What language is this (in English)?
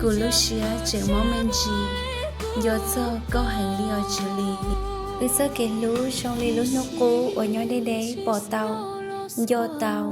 Hmong